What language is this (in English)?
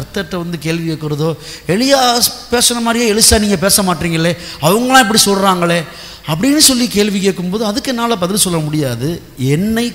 Tamil